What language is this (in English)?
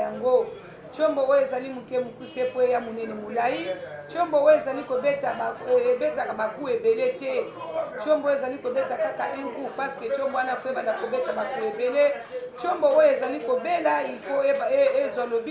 Lingala